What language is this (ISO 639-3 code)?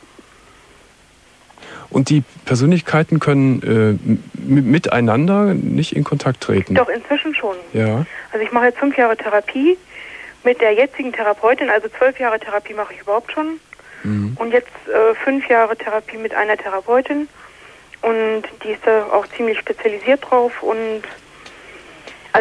deu